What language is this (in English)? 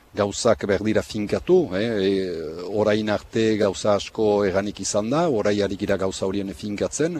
Basque